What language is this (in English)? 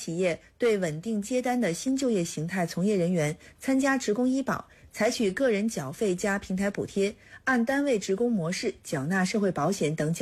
Chinese